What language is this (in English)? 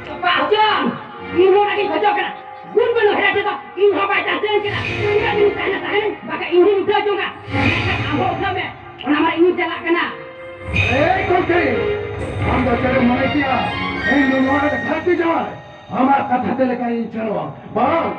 Santali